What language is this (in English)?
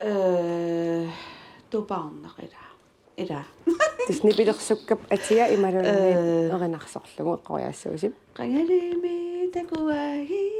Kalaallisut